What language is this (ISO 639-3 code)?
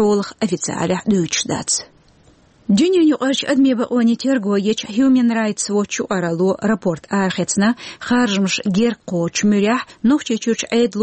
che